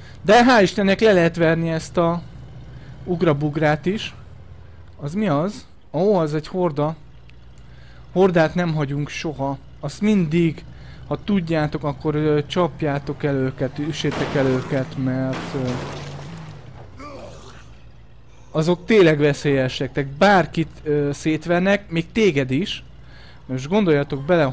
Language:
Hungarian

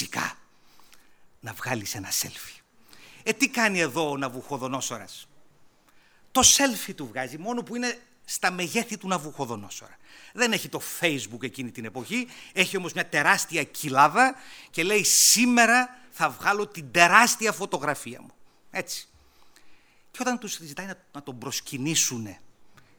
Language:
Greek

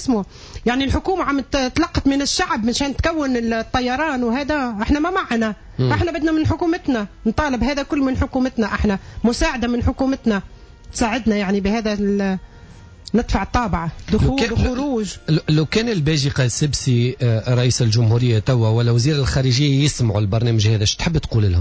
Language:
Tunisian Arabic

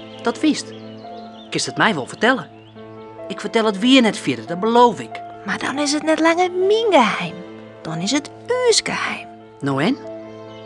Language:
Western Frisian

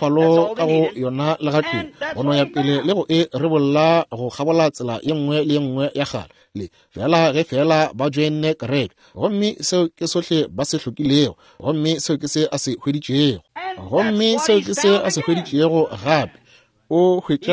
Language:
Northern Sotho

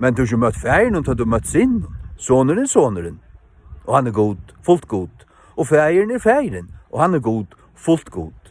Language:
Faroese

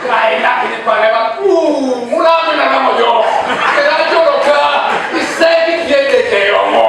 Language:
Teso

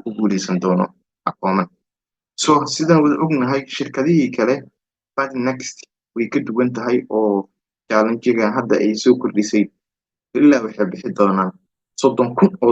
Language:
Somali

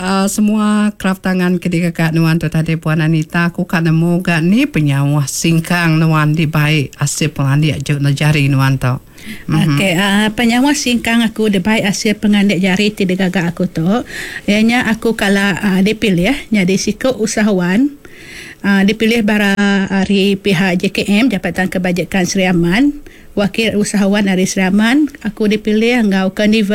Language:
Iban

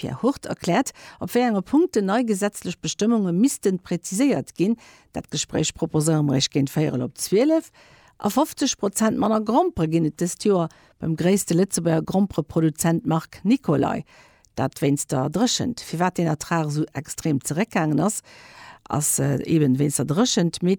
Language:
Luxembourgish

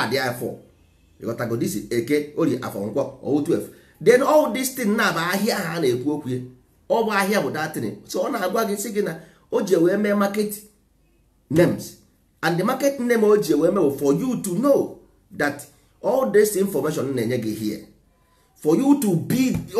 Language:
Igbo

